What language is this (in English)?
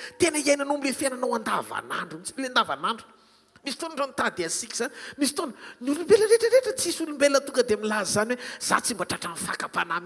Malagasy